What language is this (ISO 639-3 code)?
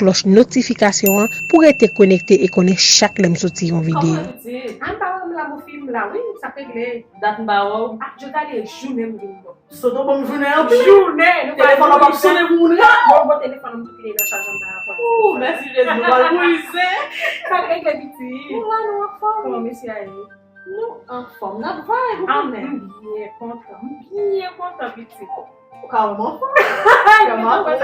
hat